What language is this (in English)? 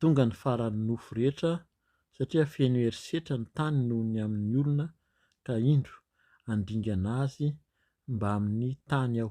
Malagasy